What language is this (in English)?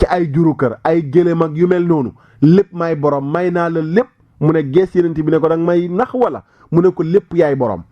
Wolof